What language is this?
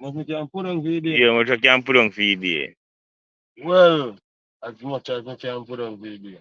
Jamaican Creole English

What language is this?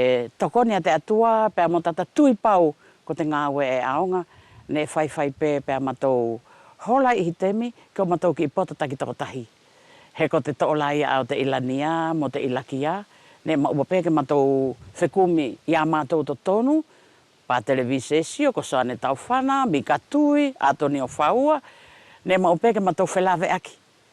Wallisian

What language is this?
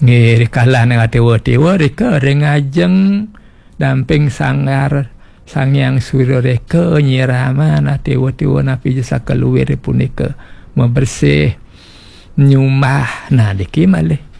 Balinese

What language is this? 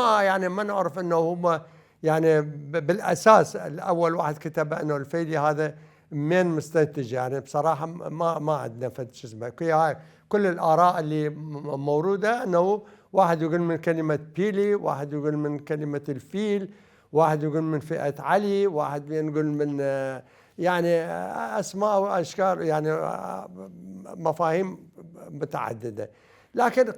Mesopotamian Arabic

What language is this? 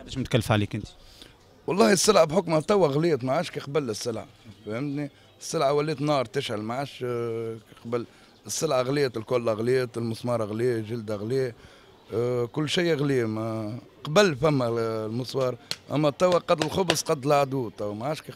Tunisian Arabic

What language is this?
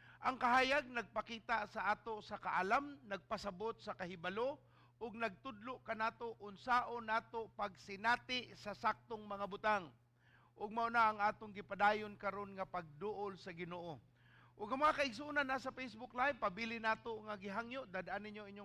Cebuano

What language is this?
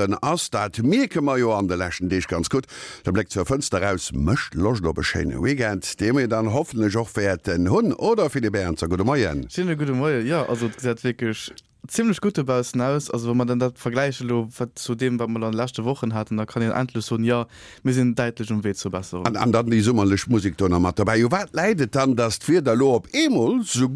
Luxembourgish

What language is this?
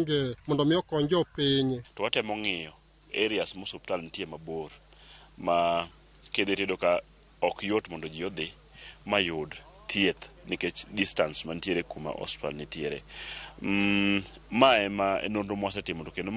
Luo (Kenya and Tanzania)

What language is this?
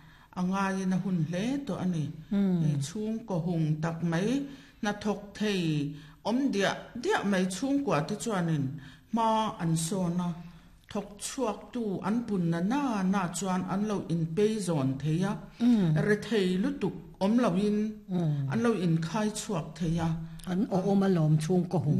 Mizo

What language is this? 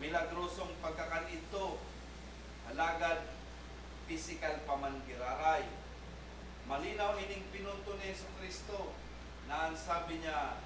Bikol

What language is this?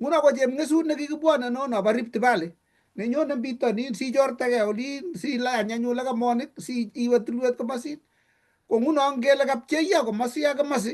Kalenjin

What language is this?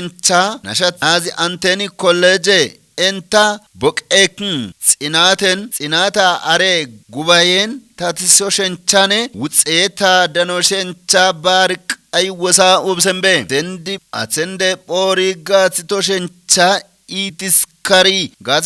Kafa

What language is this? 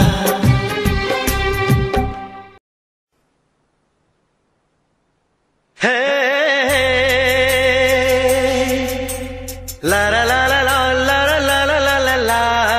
Hindi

